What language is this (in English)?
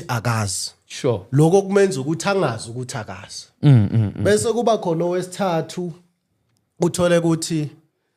Zulu